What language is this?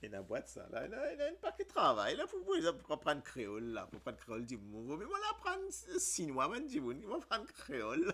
Morisyen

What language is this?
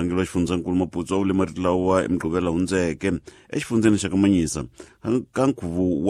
Tsonga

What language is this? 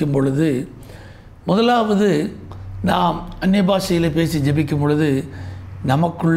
Tamil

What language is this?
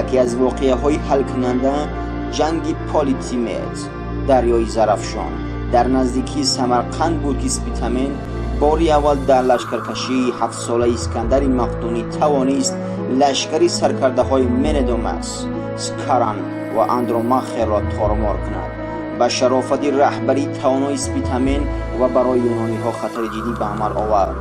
Tajik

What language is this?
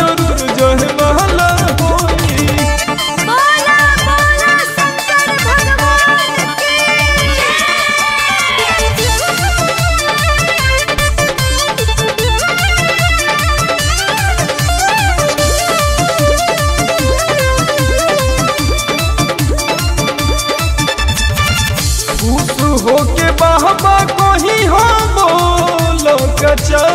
Bhojpuri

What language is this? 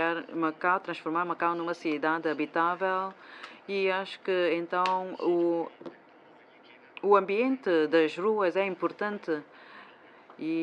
Portuguese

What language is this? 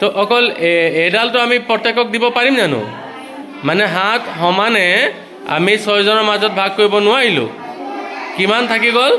Assamese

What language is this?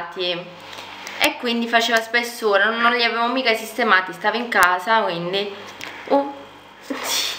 Italian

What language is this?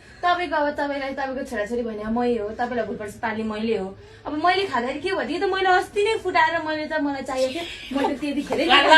Nepali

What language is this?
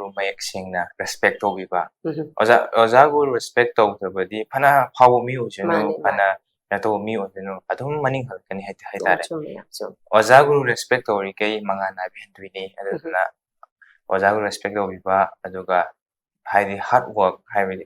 Manipuri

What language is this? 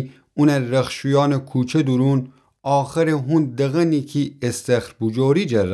Gilaki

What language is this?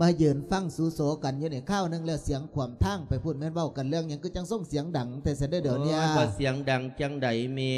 Lao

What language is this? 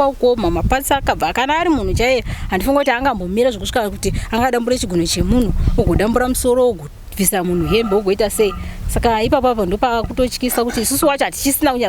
Shona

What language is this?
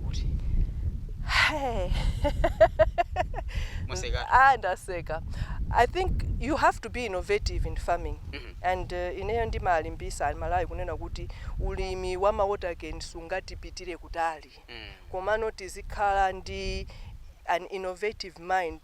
Nyanja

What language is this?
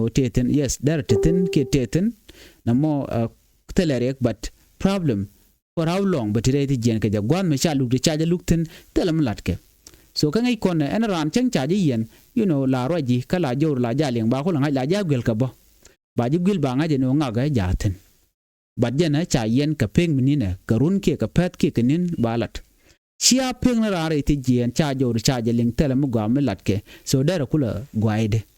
Nuer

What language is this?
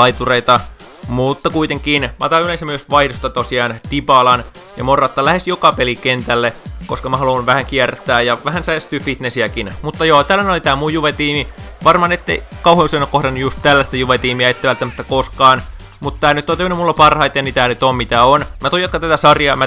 Finnish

